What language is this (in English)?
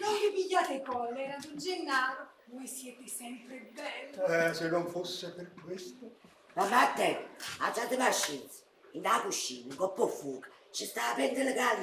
Neapolitan